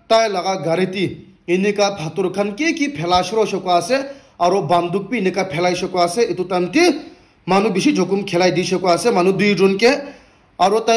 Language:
Naga Pidgin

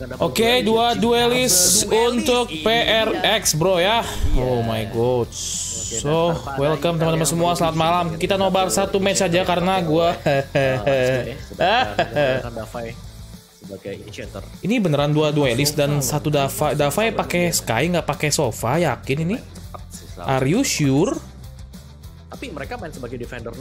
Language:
Indonesian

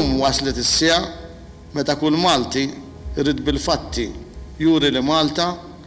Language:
Maltese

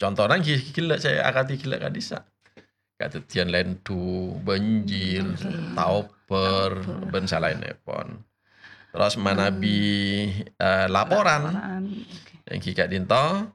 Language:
Madurese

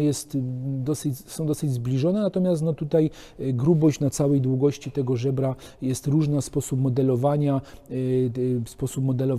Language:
Polish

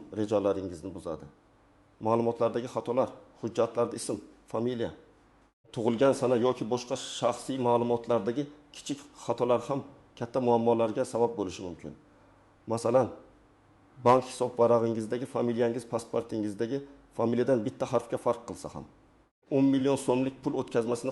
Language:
Uzbek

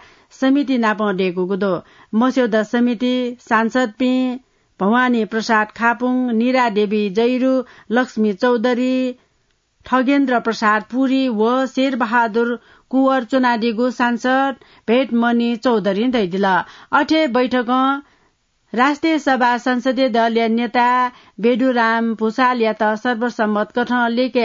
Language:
Newari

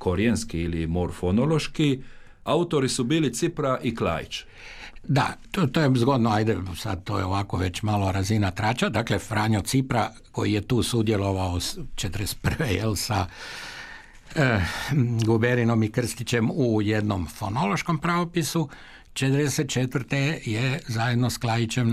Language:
Croatian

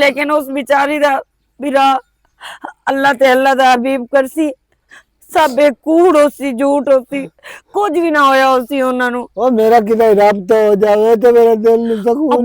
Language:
Western Panjabi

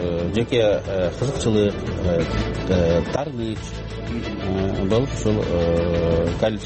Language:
Kyrgyz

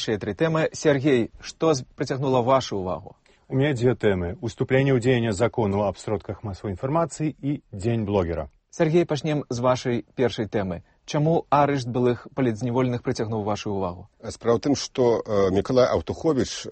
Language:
Belarusian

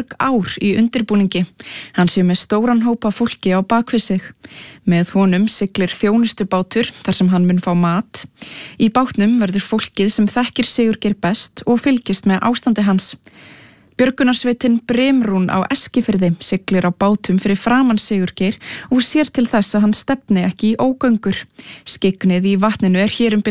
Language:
Icelandic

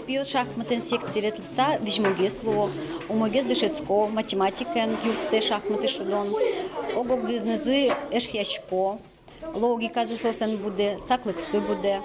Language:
Udmurt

